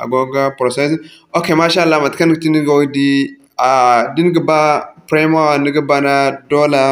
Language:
Zarma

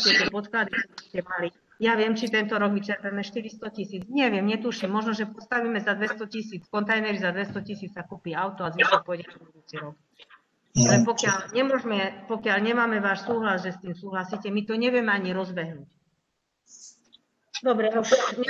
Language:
Slovak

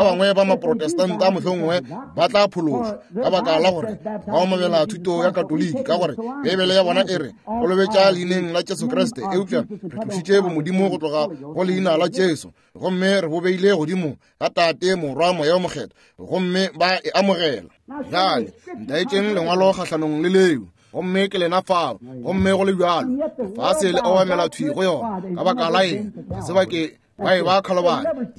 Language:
Northern Sotho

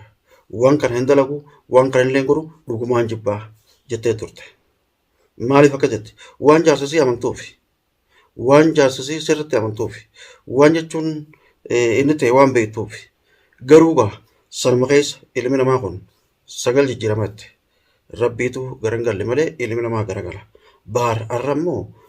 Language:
Oromo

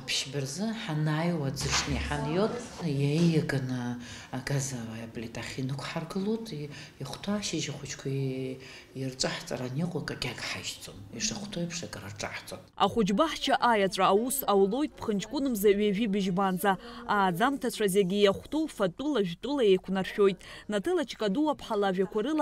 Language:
Abkhazian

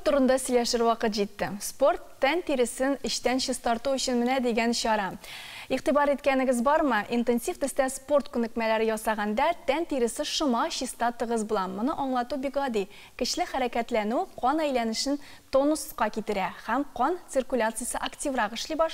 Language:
Tatar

